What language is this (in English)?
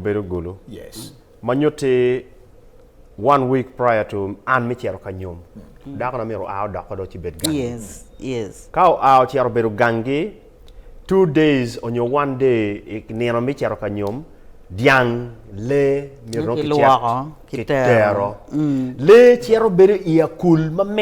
Acoli